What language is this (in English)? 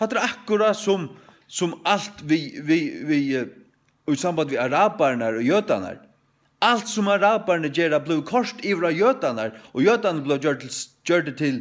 Faroese